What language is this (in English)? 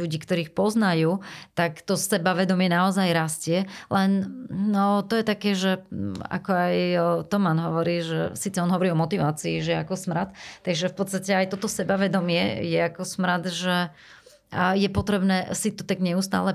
Slovak